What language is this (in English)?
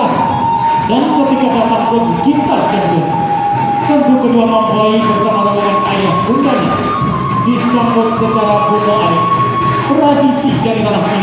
Minangkabau